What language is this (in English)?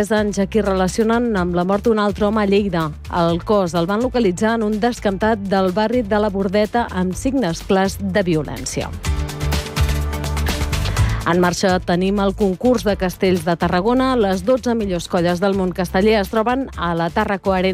Catalan